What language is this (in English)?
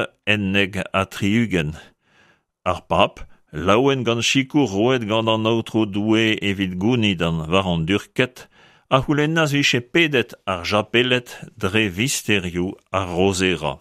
Breton